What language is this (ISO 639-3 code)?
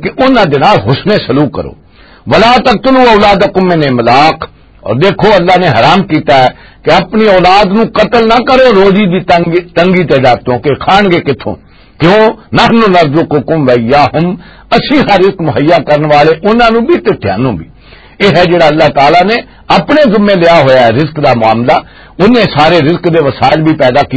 lah